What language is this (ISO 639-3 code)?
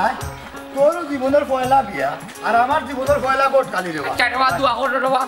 syl